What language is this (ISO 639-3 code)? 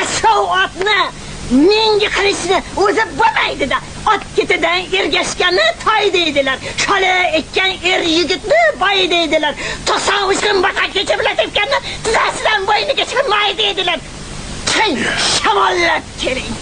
uzb